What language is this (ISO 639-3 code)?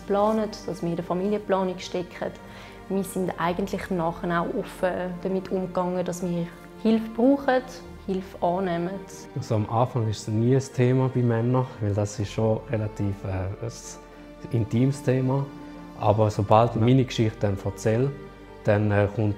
gsw